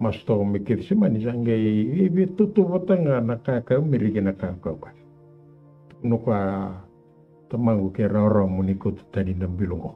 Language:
Fijian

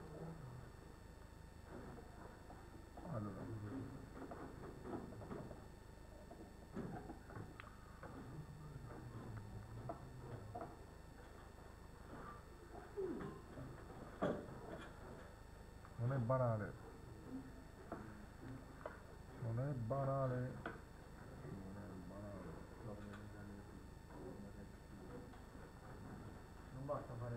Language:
Italian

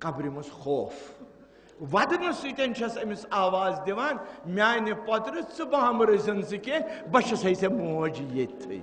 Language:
Kashmiri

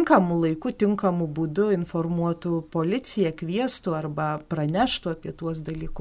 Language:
Lithuanian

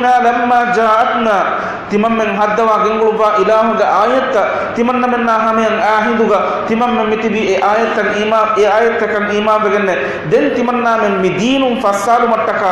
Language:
Divehi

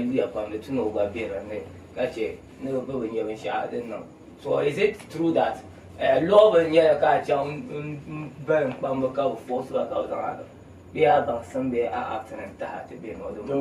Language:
Dagbani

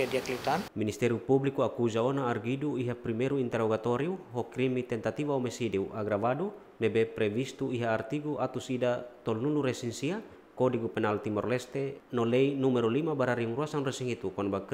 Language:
Tetum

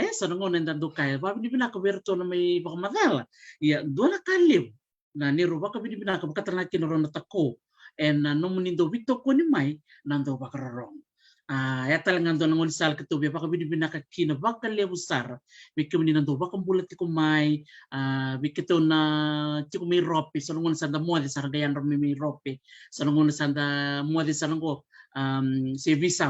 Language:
Fijian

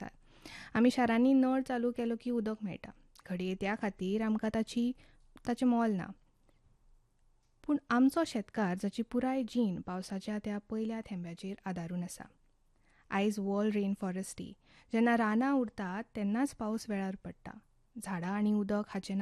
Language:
Konkani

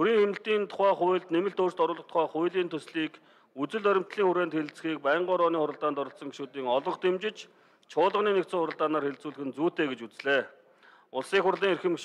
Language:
Mongolian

